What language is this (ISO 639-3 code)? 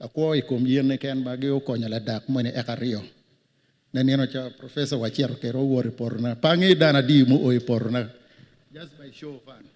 ach